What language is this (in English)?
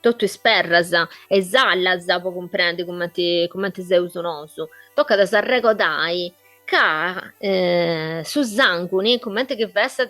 Sardinian